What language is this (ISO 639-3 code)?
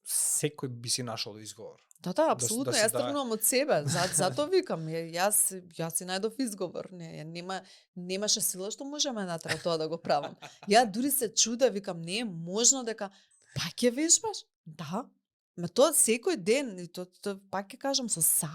mkd